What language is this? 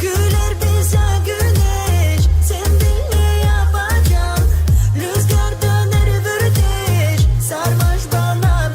Gagauz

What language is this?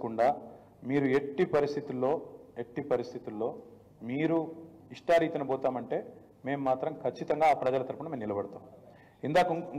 Telugu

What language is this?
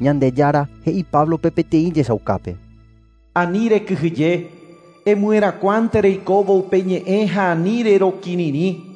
Guarani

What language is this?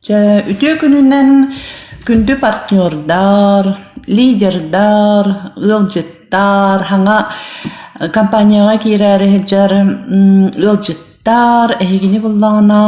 Yakut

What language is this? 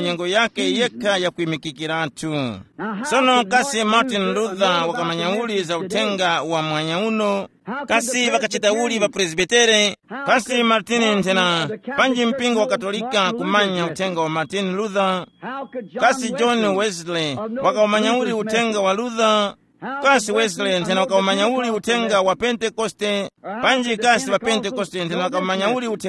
Tumbuka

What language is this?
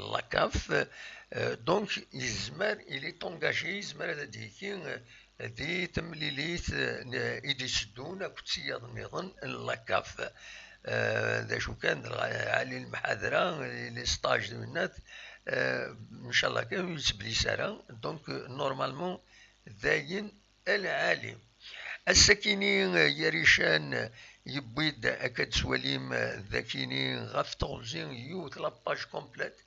Kabyle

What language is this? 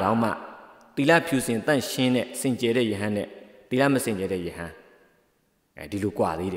Burmese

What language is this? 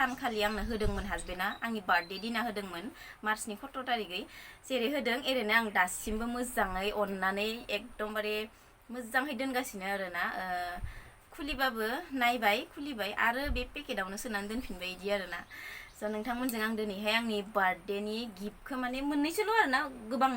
Bodo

